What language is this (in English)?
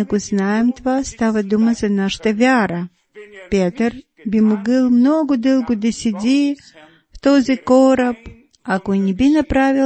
Bulgarian